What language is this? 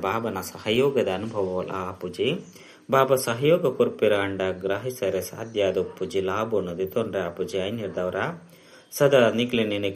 Tulu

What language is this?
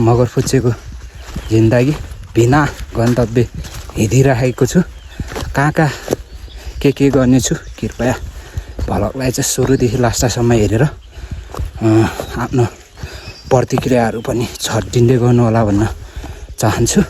Nepali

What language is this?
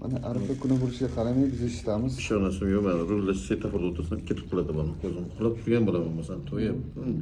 Uzbek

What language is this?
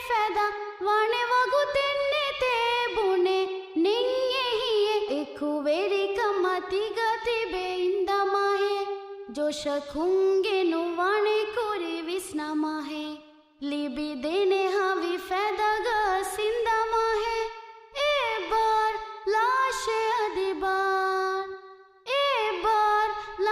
Divehi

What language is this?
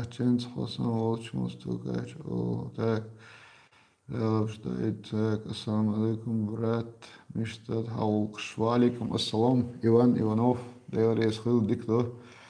Chechen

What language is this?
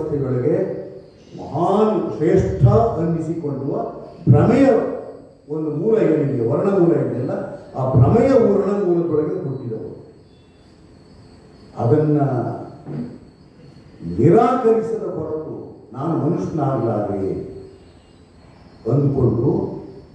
Kannada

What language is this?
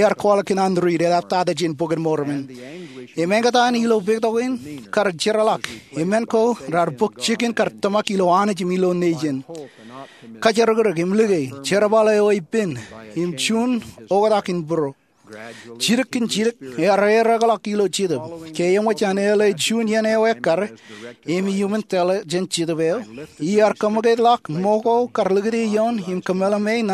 Marshallese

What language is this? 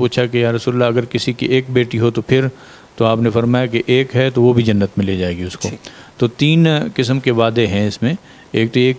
Urdu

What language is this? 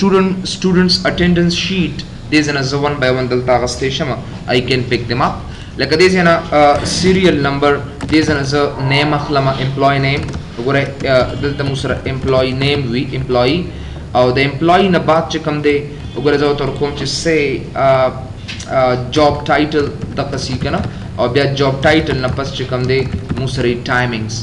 Pashto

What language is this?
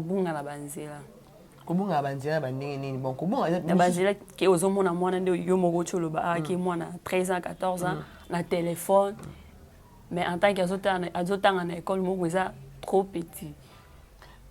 Lingala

